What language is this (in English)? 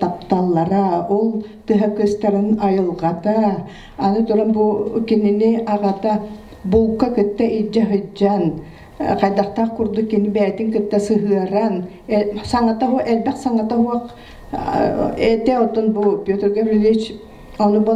Yakut